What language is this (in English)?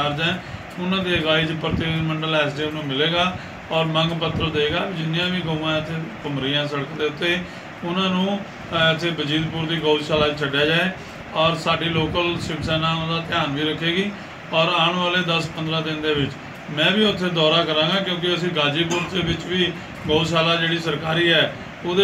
Punjabi